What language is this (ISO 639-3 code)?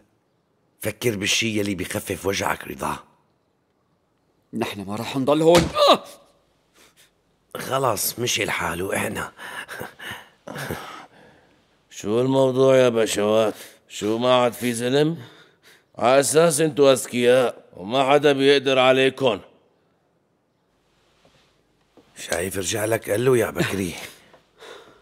apc